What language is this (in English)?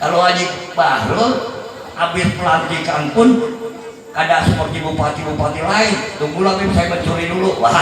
Banjar